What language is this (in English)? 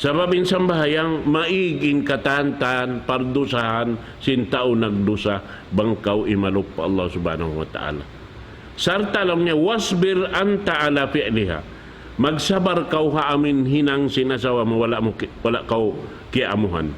Tausug